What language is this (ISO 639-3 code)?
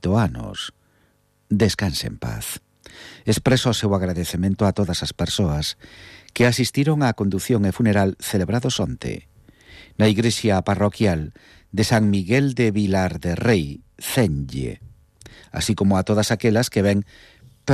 glg